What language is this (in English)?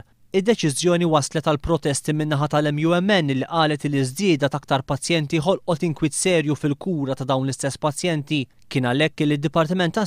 Maltese